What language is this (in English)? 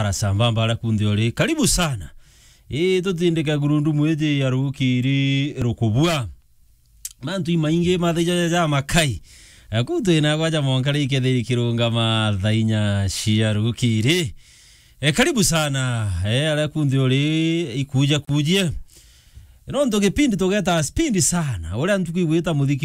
Meru